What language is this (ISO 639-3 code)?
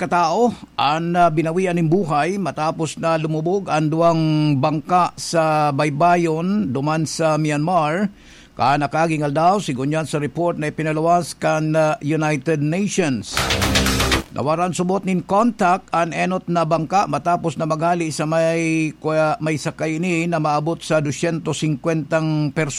bik